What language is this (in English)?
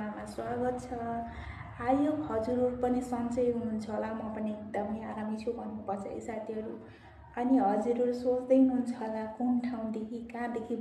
Nepali